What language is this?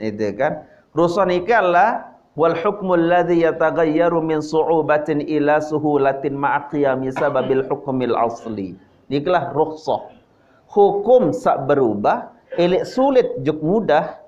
Sasak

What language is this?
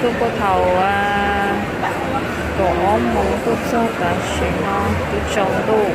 Hmong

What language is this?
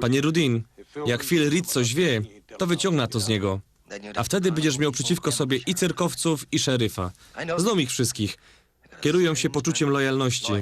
Silesian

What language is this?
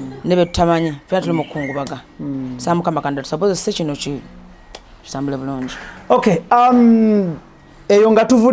Ganda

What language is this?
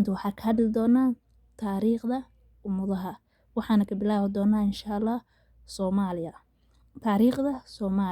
Somali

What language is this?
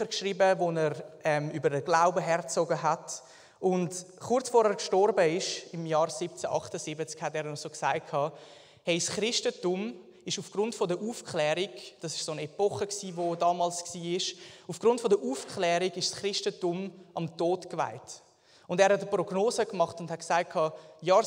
Swiss German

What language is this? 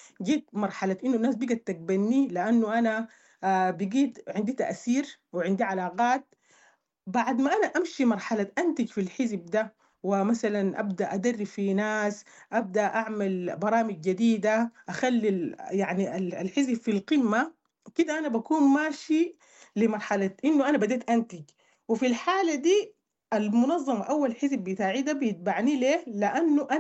Sudanese Arabic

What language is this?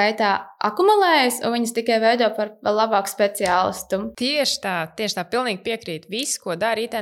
Latvian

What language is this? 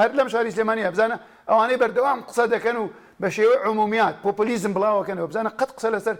Central Kurdish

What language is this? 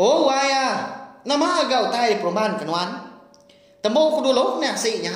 Iban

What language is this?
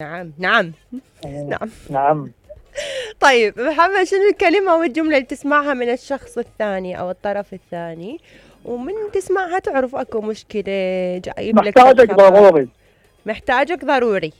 Mesopotamian Arabic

